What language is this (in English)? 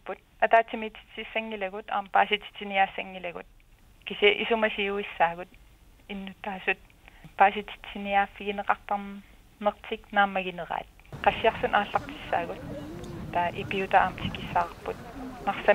Kalaallisut